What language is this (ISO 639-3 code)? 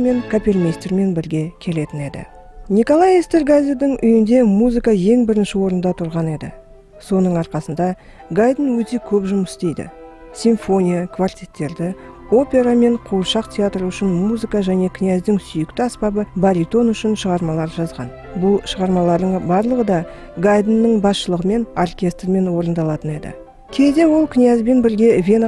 kaz